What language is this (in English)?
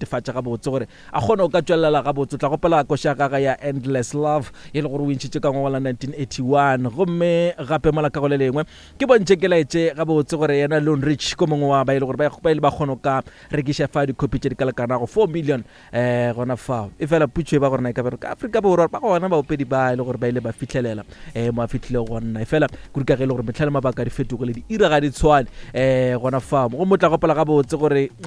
Northern Sotho